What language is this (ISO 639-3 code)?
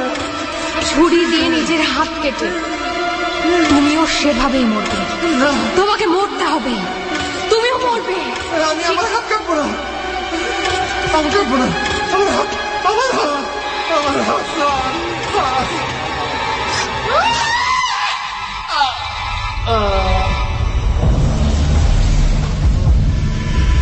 ben